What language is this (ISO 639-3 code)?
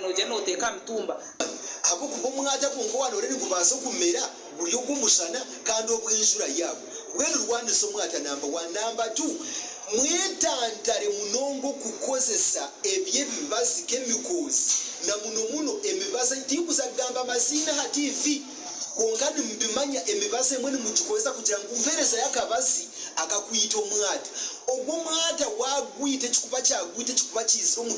nyn